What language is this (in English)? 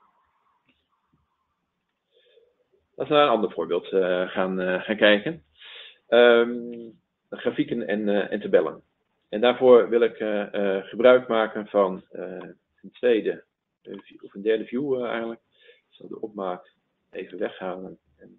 Dutch